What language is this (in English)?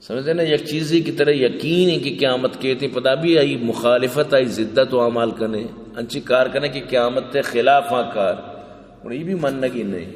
Baluchi